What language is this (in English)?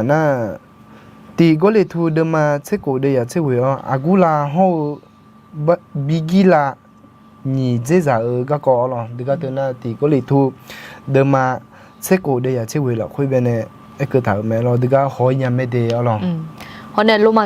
Akha